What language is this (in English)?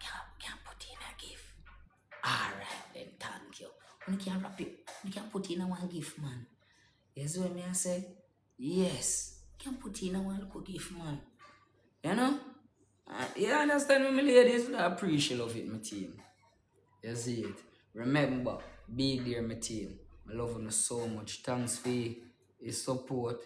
Jamaican Creole English